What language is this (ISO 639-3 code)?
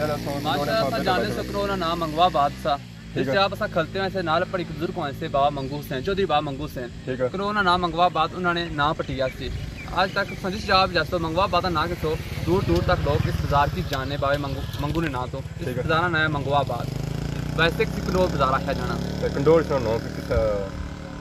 phr